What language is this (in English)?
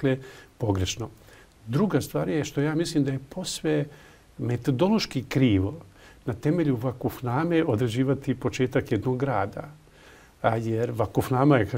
Bosnian